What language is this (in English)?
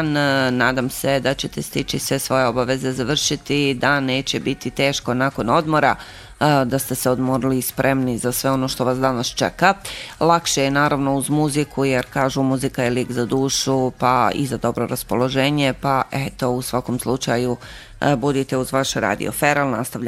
Bosnian